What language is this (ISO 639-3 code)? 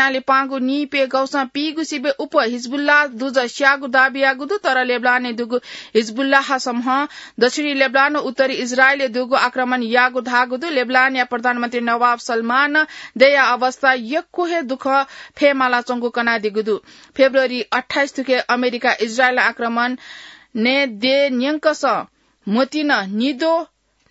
new